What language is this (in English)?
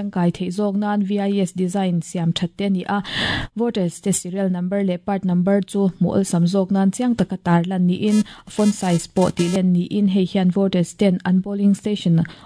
Mizo